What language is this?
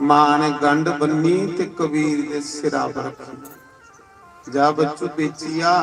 Dogri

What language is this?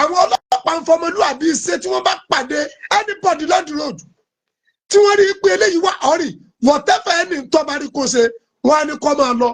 Yoruba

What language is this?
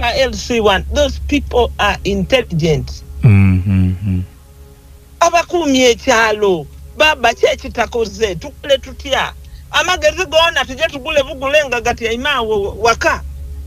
Ganda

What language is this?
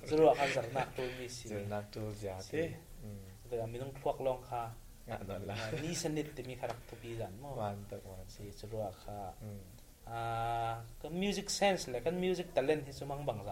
Falam Chin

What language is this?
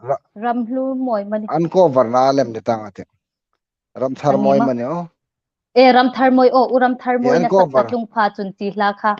Hmar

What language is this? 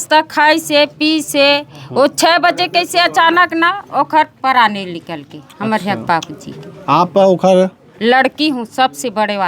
Chhattisgarhi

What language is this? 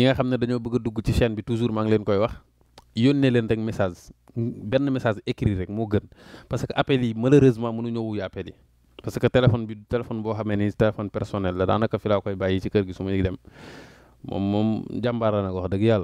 Wolof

